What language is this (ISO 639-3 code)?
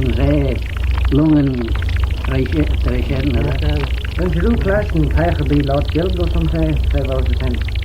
glv